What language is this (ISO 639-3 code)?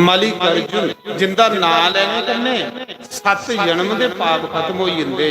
doi